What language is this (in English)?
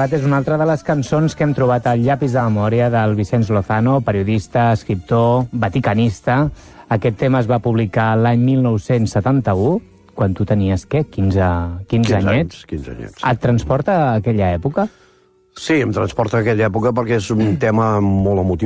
Catalan